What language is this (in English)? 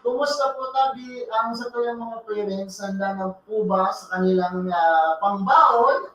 Bikol